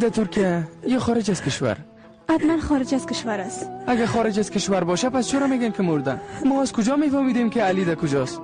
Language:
Persian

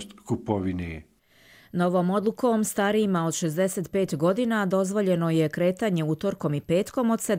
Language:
Bosnian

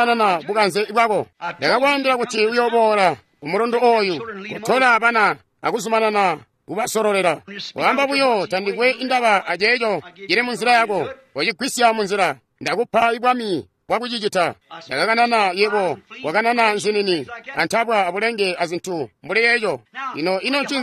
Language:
Tonga (Zambia)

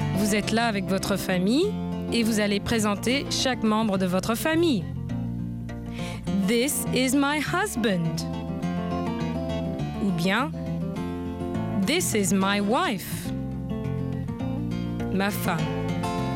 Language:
French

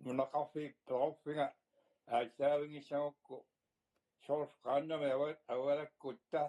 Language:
Kalaallisut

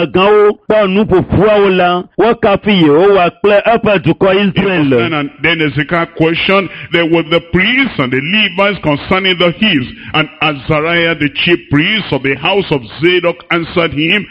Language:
Ewe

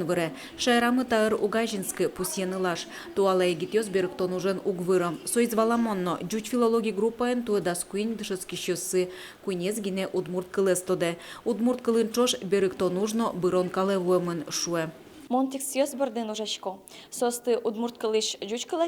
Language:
Udmurt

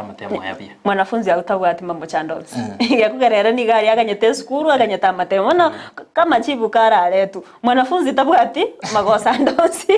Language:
Gusii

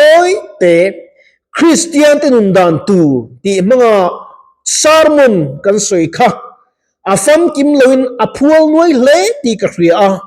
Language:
Mizo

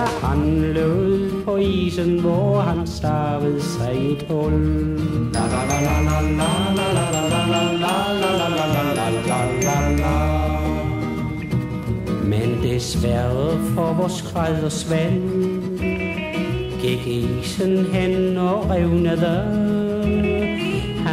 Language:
Danish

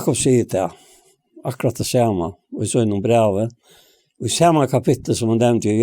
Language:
Faroese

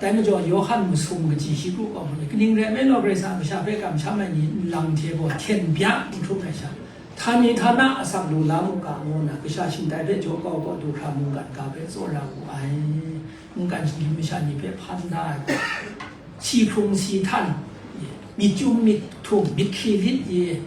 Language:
Kachin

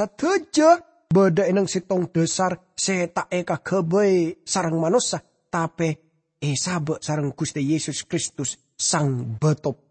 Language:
Madurese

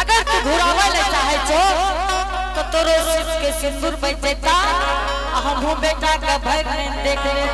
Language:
Angika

